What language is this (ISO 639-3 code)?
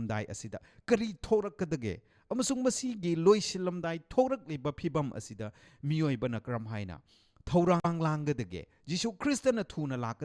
mni